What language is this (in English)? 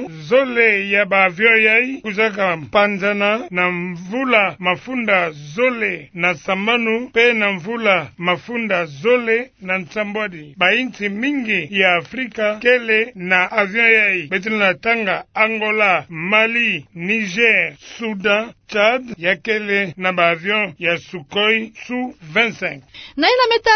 Kituba (Democratic Republic of Congo)